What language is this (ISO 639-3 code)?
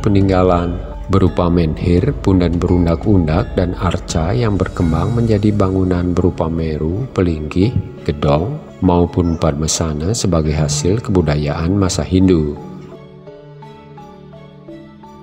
ind